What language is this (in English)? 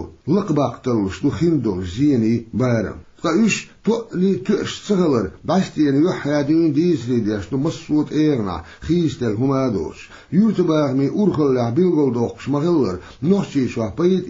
Chechen